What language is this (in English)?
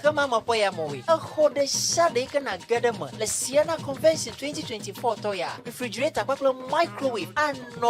Ewe